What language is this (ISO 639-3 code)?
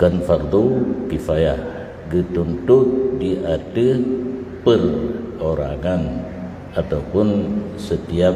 ace